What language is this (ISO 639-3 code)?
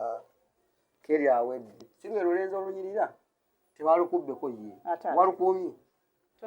lug